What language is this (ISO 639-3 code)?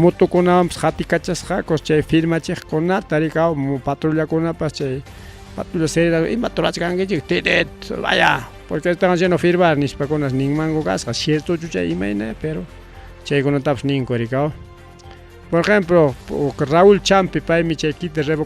quy